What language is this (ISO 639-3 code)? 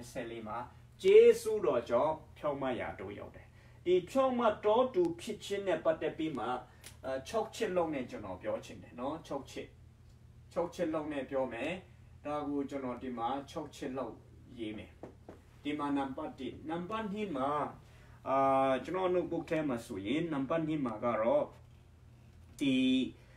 mya